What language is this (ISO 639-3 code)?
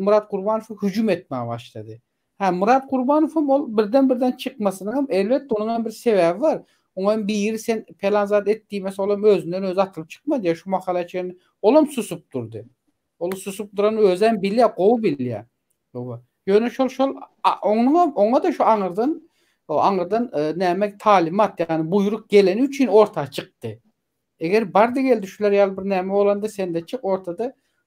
tuk